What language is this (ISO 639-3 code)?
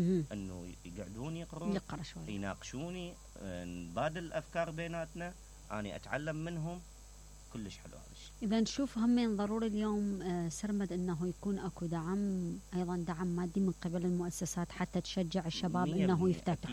acm